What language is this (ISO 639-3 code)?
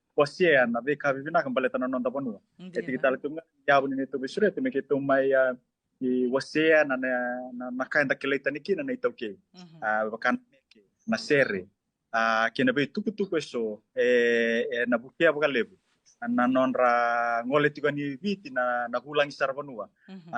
fij